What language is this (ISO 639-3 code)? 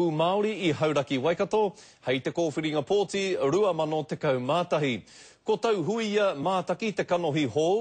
mri